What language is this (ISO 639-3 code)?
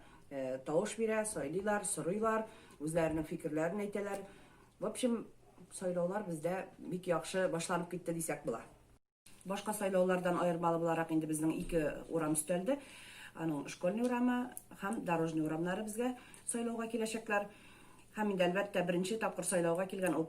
tat